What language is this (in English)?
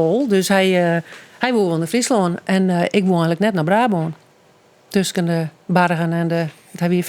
Western Frisian